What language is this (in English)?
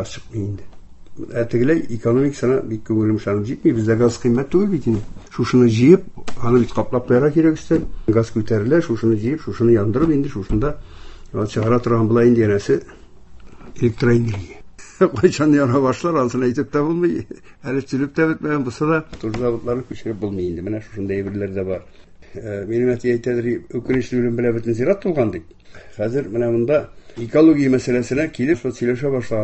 Tatar